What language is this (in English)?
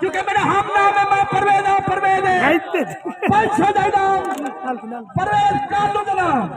Saraiki